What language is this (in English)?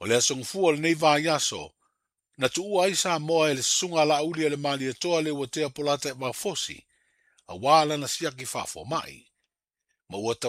Samoan